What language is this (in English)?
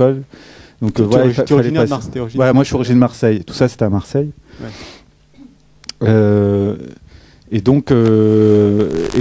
French